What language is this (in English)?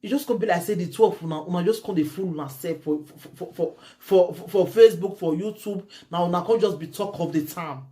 Nigerian Pidgin